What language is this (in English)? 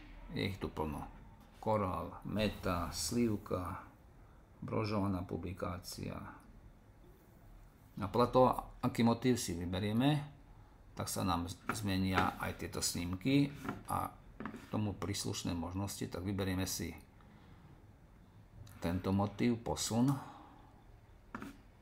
Slovak